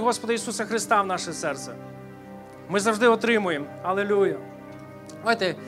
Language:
Ukrainian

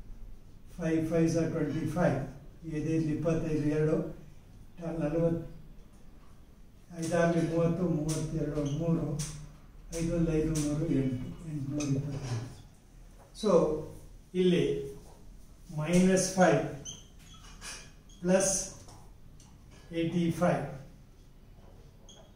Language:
Kannada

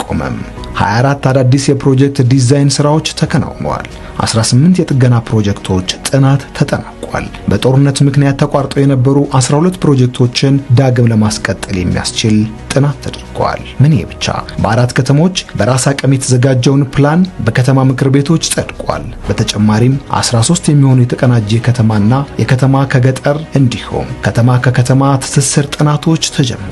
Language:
Amharic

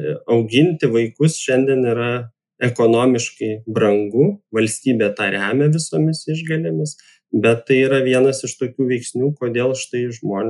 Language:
Lithuanian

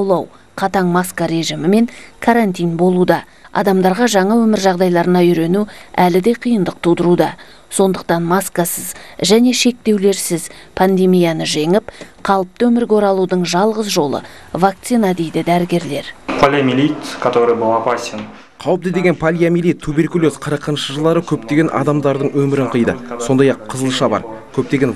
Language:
Kazakh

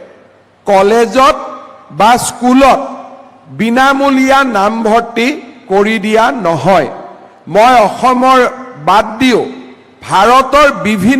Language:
Assamese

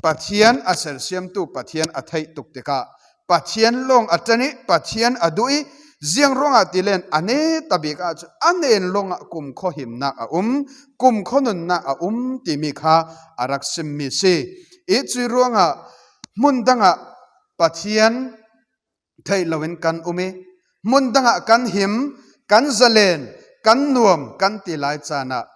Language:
Falam Chin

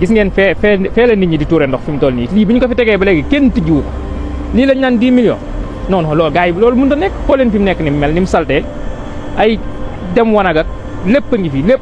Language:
Wolof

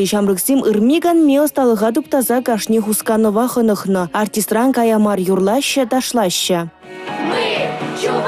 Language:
Chuvash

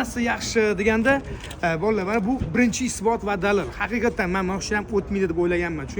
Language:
Uzbek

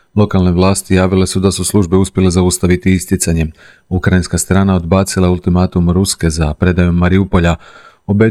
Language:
Croatian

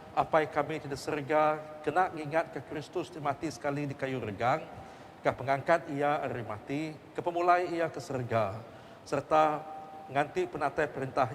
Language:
Iban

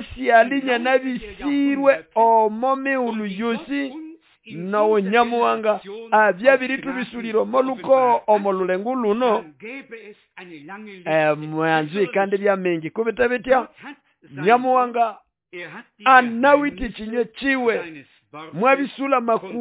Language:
Nande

